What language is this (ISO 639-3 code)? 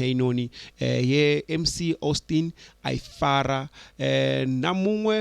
ven